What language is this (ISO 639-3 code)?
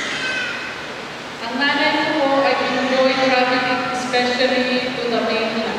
fil